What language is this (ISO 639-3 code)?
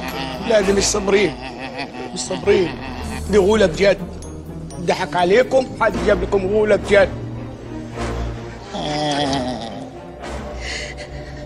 arz